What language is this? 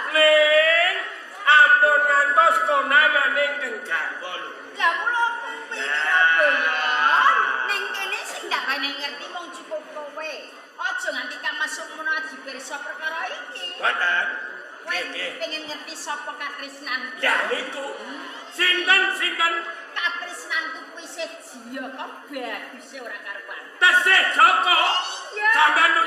Javanese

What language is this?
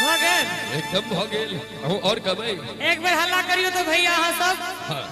Maithili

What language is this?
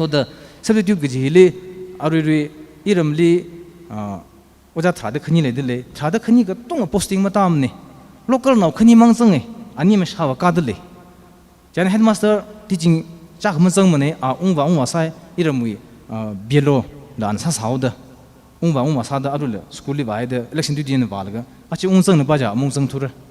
Tangkhul Naga (India)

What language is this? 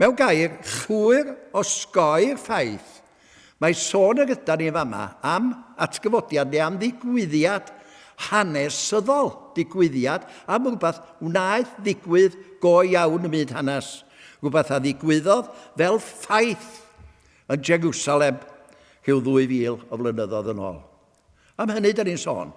Welsh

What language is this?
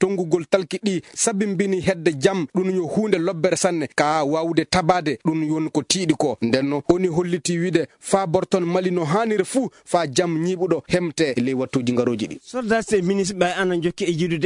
Fula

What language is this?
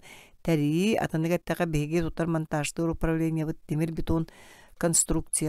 Yakut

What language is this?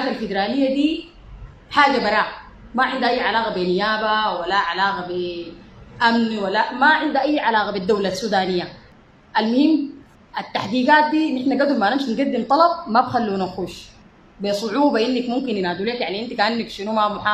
Sudanese Arabic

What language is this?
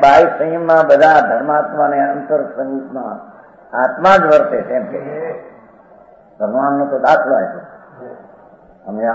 Gujarati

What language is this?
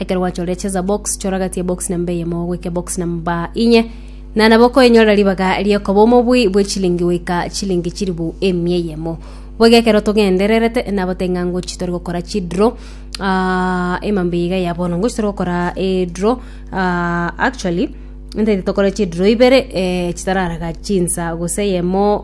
Gusii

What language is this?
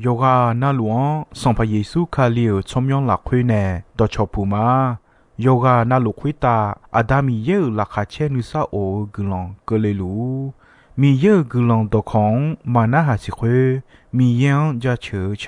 Akha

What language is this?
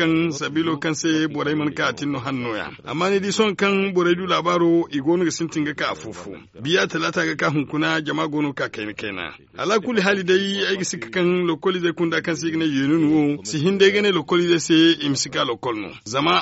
Zarma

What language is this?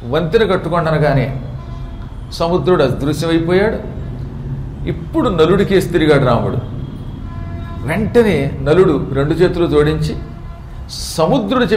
Telugu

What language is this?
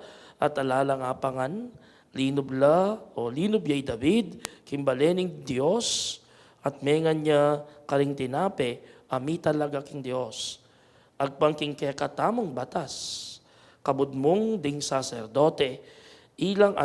Pampanga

